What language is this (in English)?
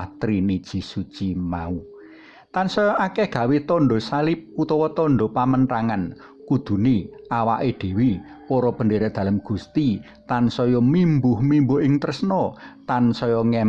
Javanese